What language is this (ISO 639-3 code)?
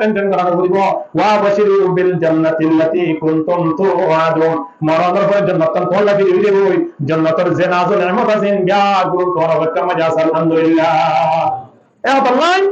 rhg